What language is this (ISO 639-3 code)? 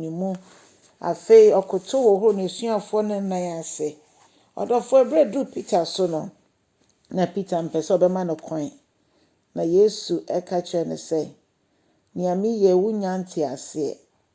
aka